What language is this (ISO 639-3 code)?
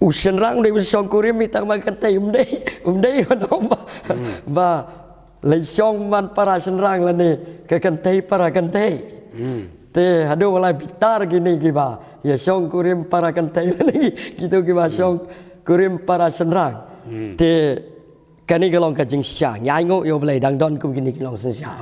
kha